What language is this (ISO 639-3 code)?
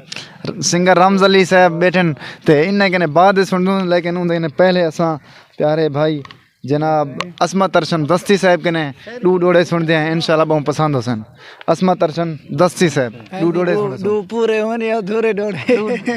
skr